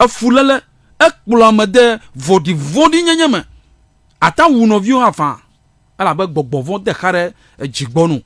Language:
Ewe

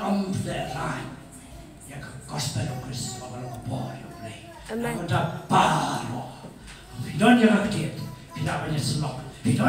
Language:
Khasi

